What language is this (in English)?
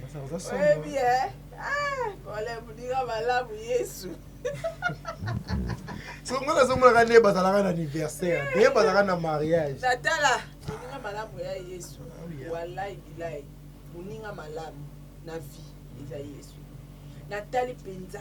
Lingala